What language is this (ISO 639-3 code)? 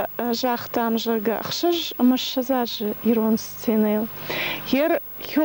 oss